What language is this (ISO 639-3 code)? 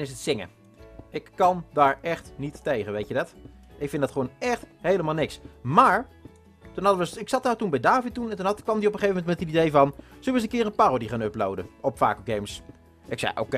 nld